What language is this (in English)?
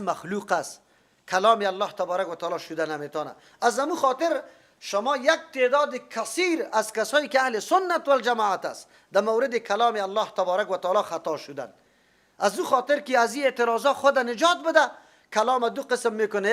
Persian